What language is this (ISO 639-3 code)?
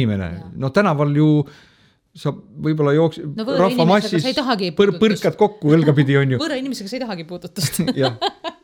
est